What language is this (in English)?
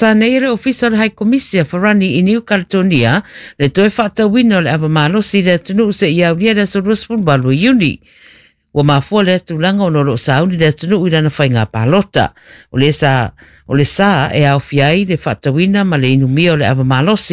Samoan